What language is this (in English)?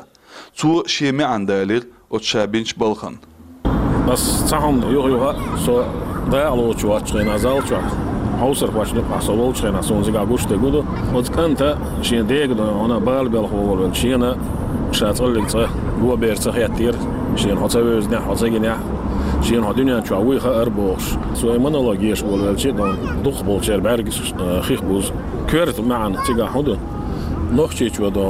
Chechen